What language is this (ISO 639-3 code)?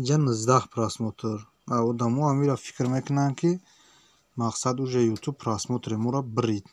tgk